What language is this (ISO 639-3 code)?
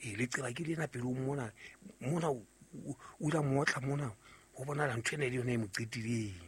sot